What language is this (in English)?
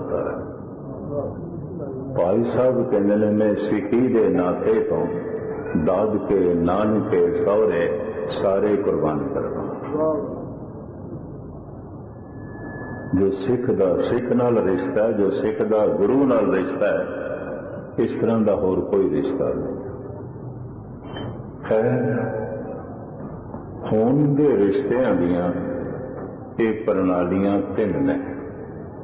Punjabi